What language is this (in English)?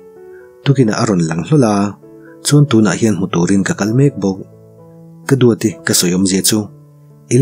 Mizo